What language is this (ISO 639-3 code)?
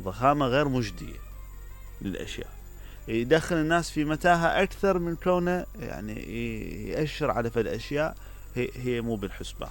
acm